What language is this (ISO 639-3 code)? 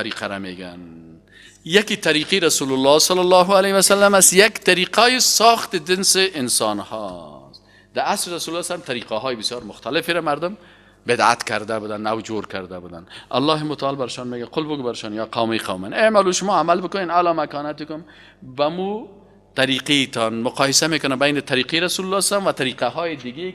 fas